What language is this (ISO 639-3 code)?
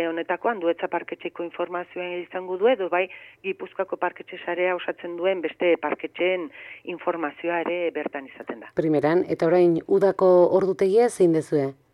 eus